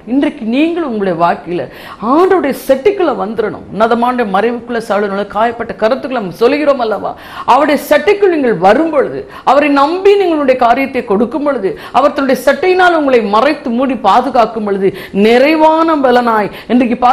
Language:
Tamil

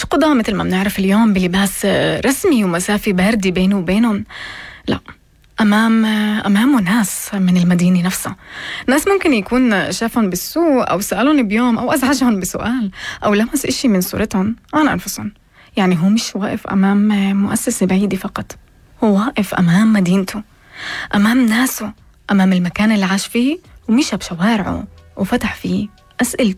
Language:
North Levantine Arabic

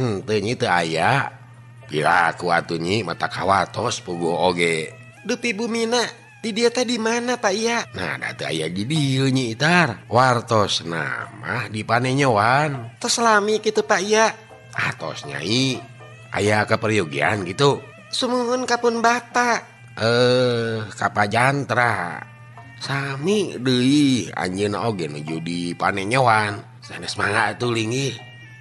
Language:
Sundanese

